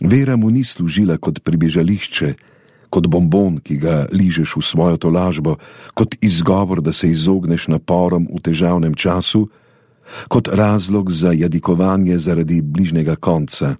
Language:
Slovenian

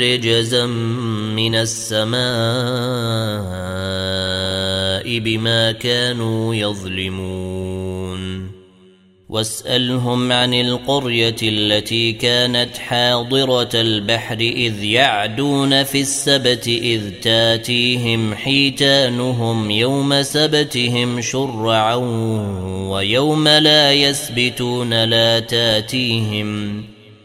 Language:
Arabic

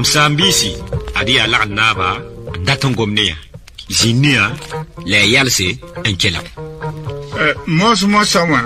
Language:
Mossi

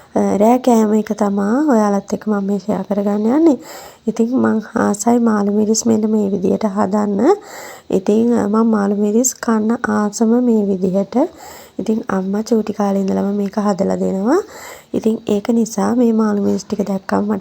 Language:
Sinhala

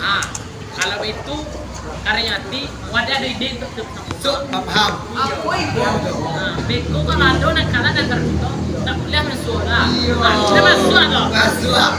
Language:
Minangkabau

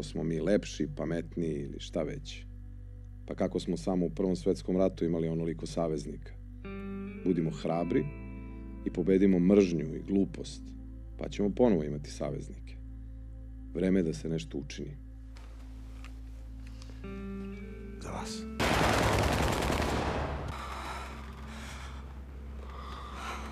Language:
Serbian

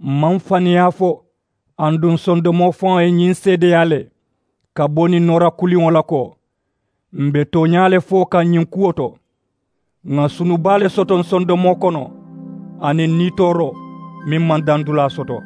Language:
Mandingo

